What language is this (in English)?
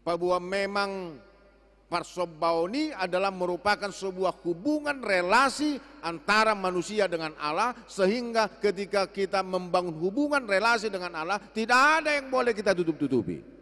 Batak Toba